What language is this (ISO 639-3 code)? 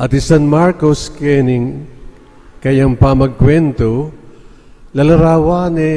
pam